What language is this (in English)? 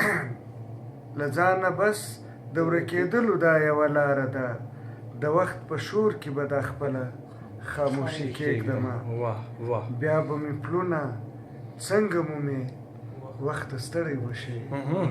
Pashto